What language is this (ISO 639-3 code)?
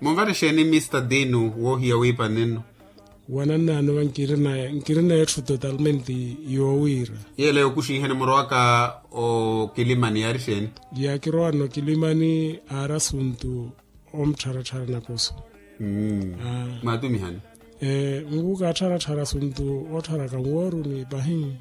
vmw